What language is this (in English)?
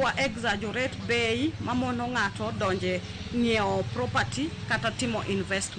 Luo (Kenya and Tanzania)